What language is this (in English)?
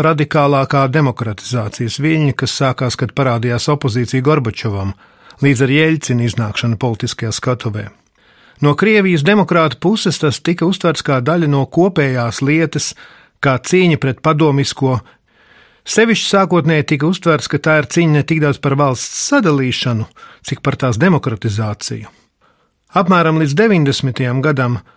Latvian